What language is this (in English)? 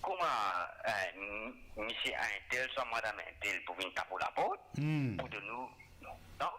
Morisyen